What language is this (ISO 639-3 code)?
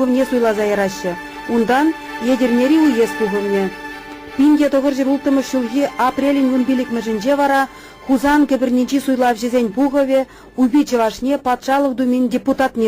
chv